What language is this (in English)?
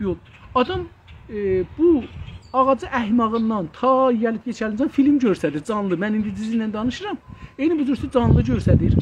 South Azerbaijani